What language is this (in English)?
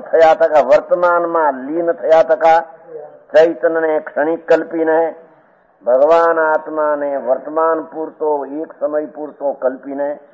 Gujarati